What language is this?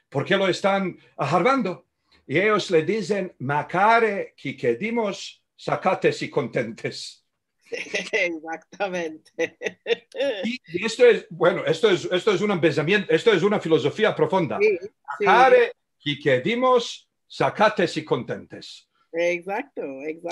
Ladino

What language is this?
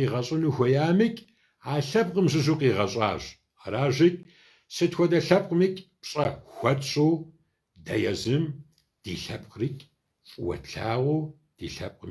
Kabardian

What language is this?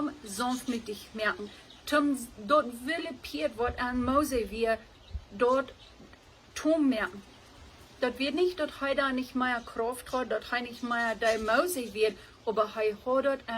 Plautdietsch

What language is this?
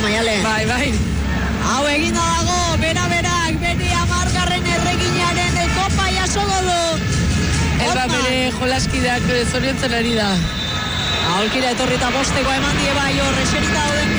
Basque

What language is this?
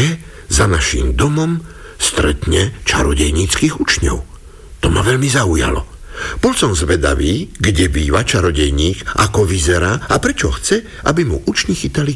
Slovak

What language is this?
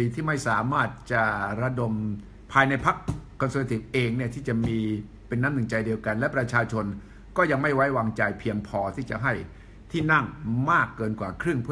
Thai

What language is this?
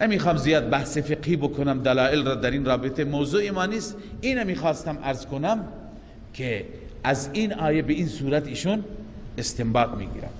Persian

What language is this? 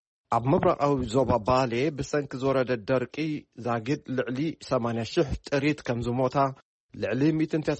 Tigrinya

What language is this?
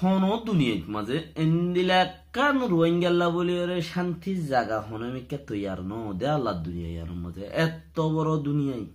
Rohingya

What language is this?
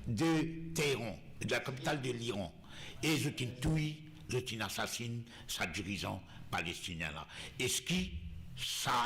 Morisyen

